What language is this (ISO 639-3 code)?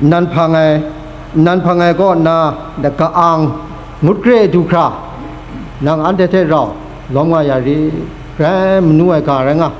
kac